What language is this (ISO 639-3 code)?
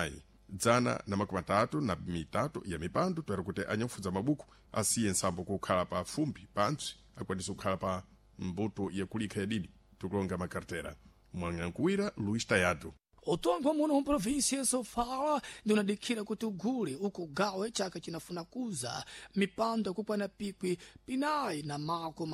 seh